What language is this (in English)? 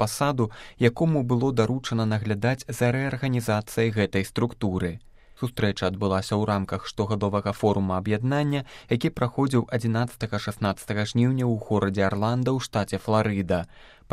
Belarusian